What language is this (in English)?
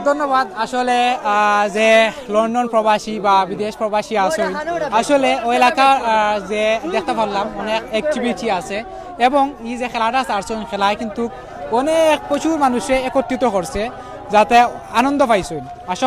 Sylheti